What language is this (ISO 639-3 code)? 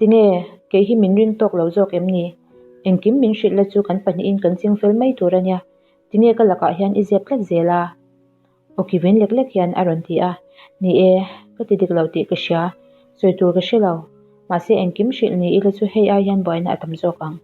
lus